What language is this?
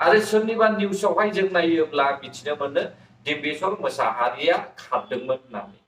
Bodo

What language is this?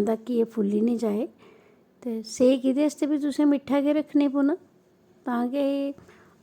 Dogri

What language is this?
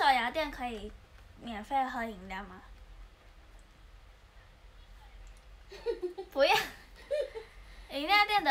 Chinese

